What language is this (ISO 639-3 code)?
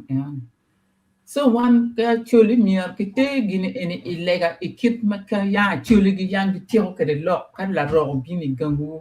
ach